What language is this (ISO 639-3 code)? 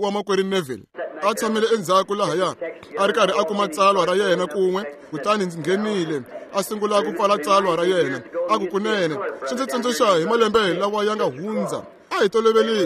tso